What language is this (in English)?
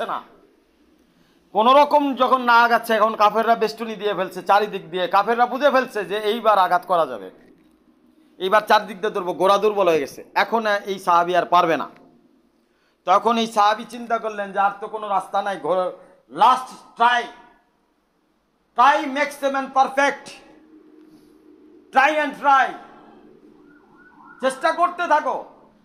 Bangla